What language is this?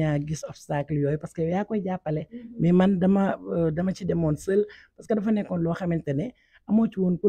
Wolof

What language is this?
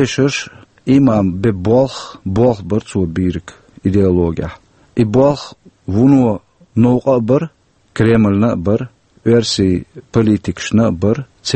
Chechen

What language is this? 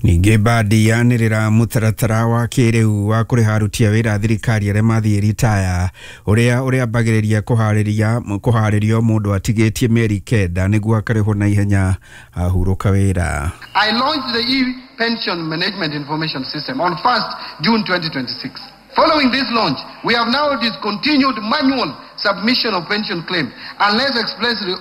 Kikuyu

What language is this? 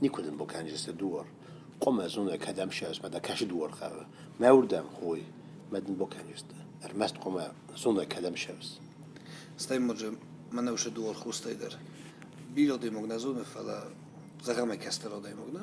Ossetic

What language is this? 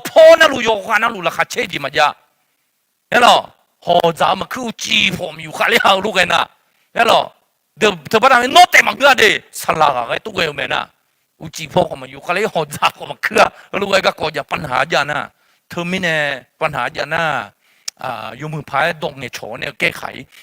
Akha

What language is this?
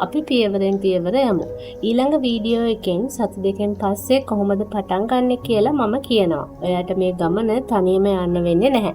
Sinhala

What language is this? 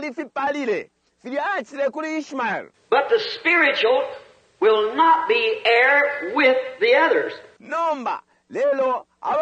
Bemba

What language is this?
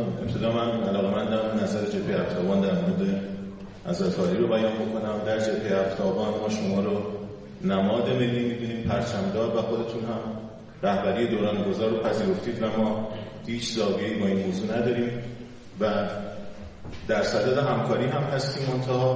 Persian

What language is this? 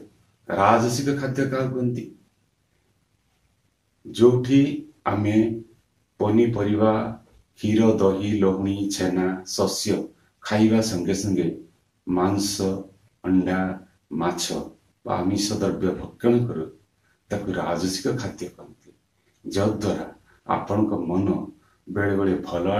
Odia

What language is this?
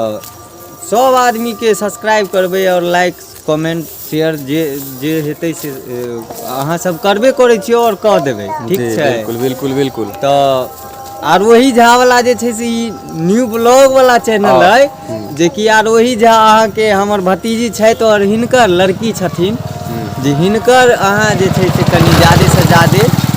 Maithili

